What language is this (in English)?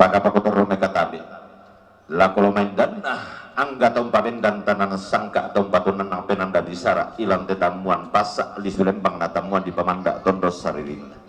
Toraja-Sa'dan